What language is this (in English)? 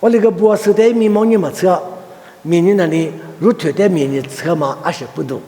Lisu